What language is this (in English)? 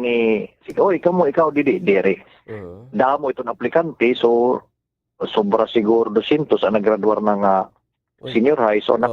Waray